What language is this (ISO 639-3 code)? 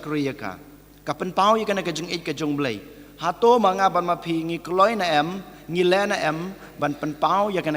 kha